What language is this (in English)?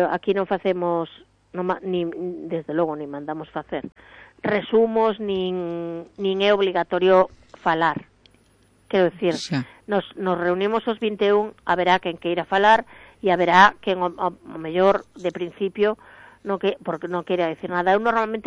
Galician